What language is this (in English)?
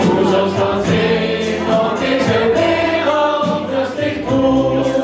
Limburgish